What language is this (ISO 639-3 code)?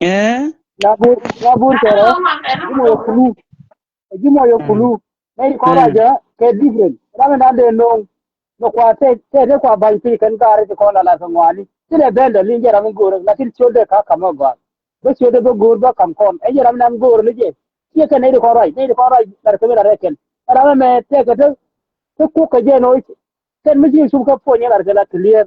nus